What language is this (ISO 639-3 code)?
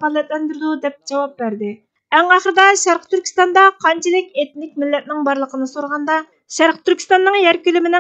uig